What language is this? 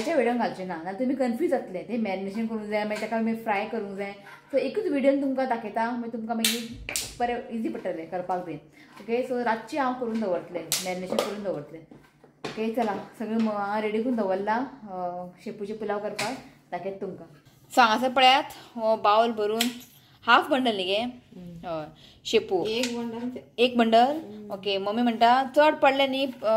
Konkani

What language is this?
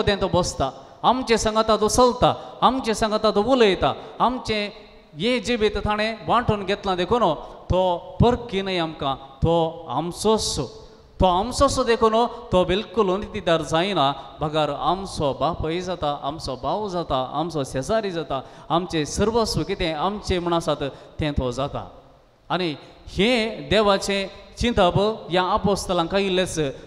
Konkani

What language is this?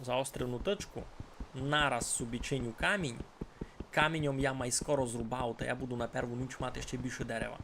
Rusyn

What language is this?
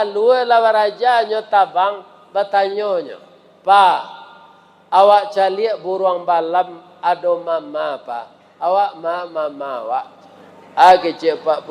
Minangkabau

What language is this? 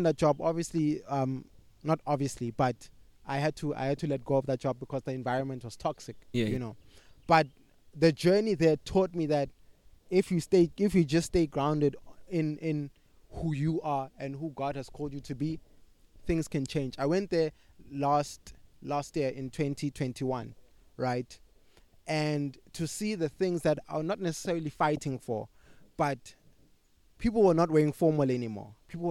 English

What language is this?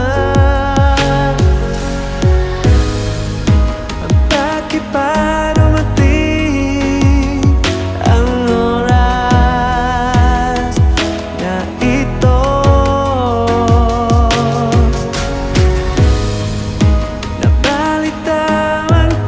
Filipino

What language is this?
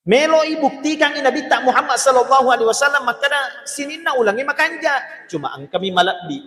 Buginese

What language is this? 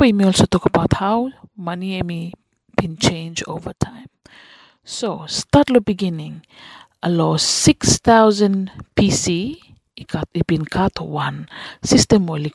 Bislama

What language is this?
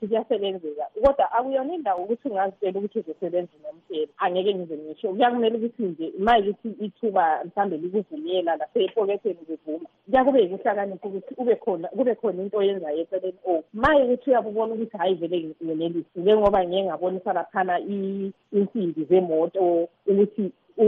North Ndebele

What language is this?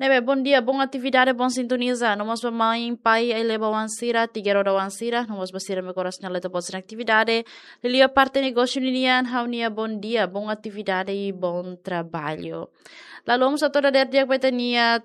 Tetum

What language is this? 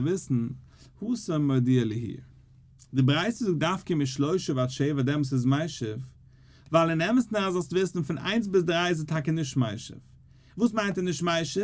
Yiddish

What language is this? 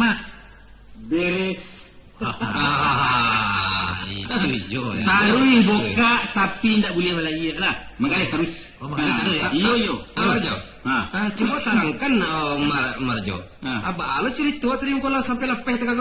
Minangkabau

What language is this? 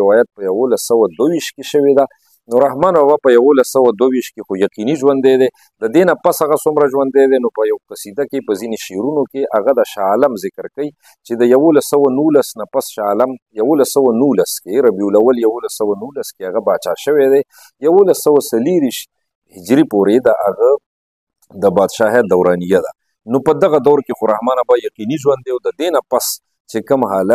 Pashto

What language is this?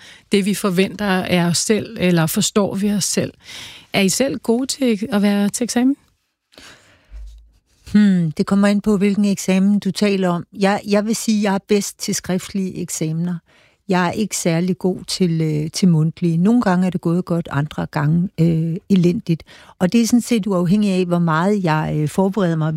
Danish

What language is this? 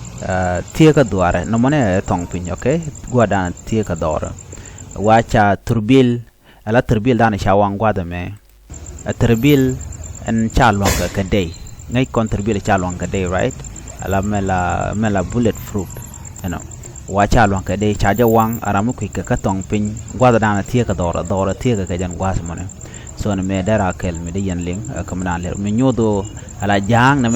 Nuer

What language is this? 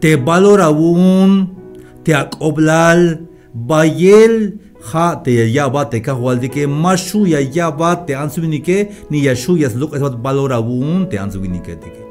Tzeltal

